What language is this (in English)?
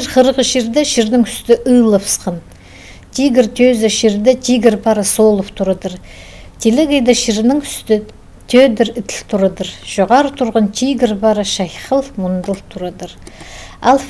Khakas